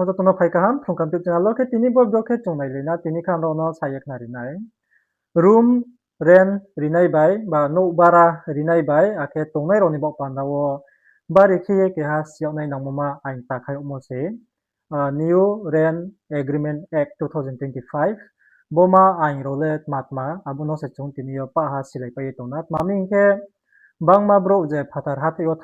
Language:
Riang (India)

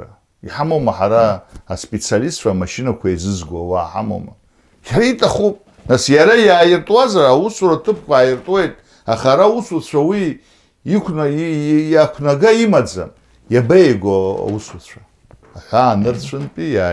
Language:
Abkhazian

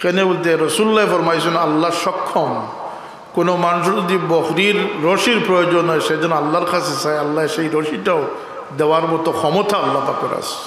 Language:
Sylheti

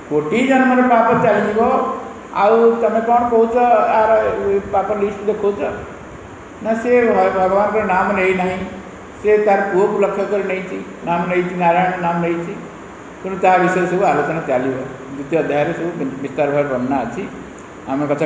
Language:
Odia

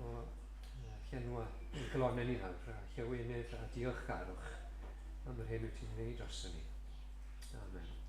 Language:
Welsh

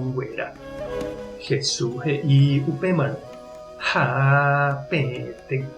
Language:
Guarani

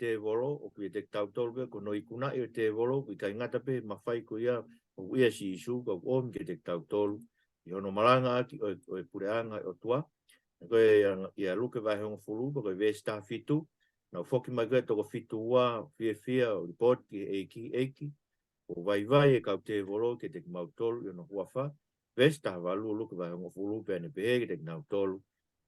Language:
Tongan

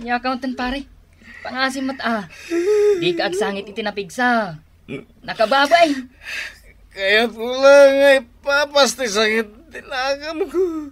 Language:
Iloko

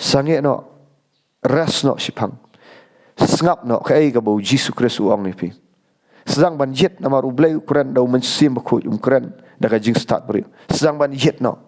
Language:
Khasi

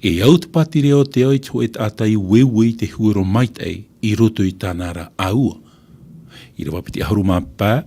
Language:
Tahitian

